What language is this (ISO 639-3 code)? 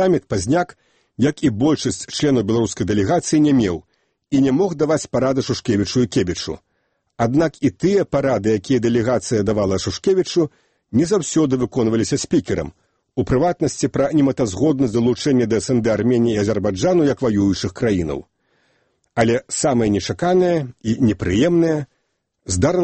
bel